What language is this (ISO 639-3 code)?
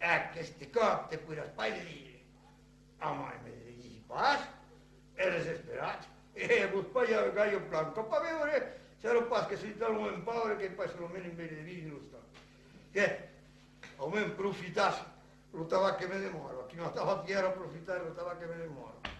oci